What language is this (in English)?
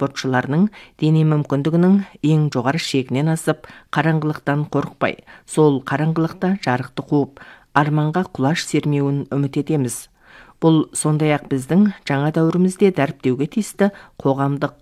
Kazakh